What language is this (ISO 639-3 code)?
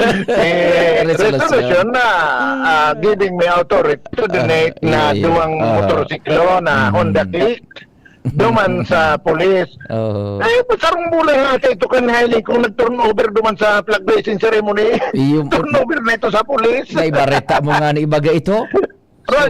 bik